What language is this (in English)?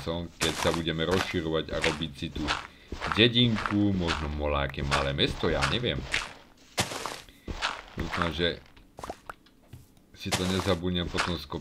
Slovak